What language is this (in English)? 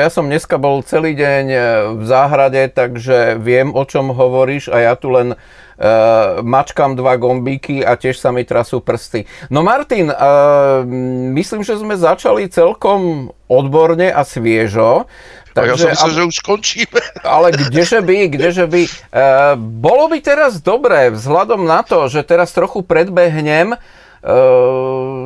Slovak